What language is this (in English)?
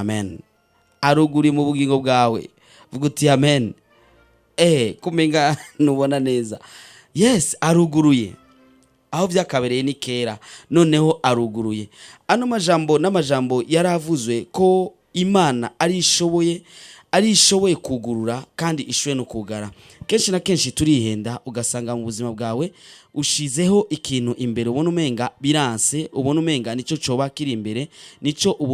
Rundi